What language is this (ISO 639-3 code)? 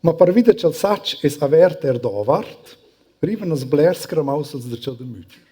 roh